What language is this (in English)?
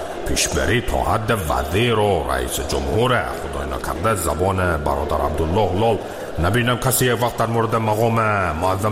Persian